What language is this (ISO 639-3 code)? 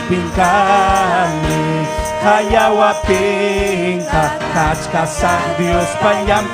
quy